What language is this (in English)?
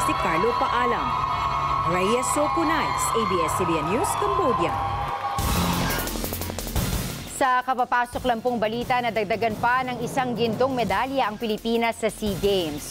Filipino